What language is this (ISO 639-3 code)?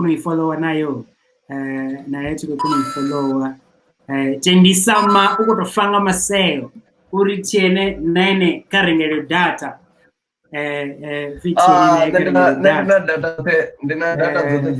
ven